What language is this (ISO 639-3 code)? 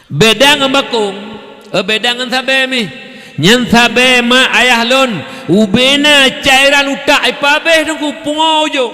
ace